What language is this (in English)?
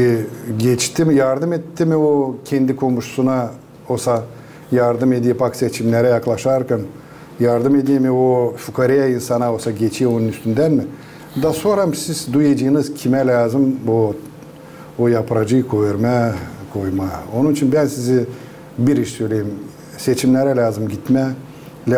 Gagauz